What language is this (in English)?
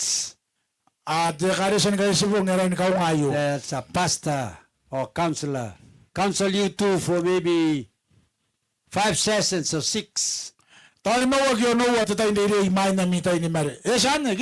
Gilbertese